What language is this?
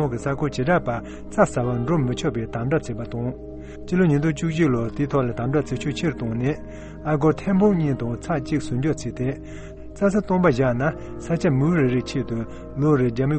Tibetan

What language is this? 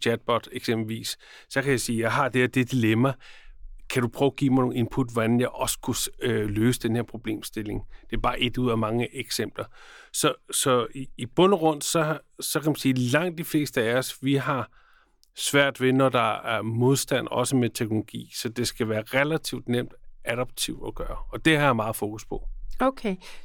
Danish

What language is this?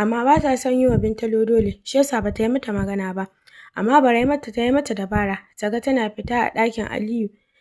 Hausa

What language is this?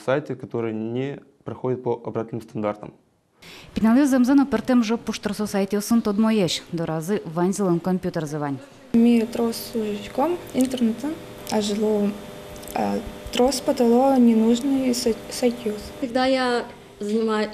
Udmurt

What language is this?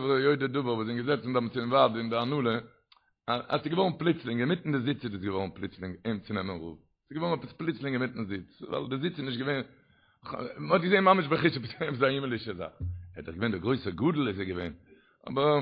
Yiddish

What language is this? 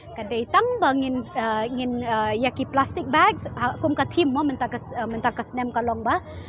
Khasi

